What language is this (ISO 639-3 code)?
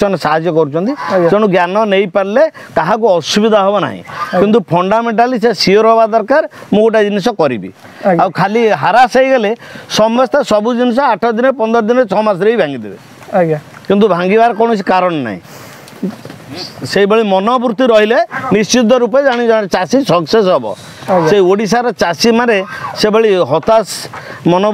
ori